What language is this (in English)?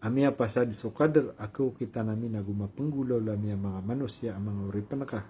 Maranao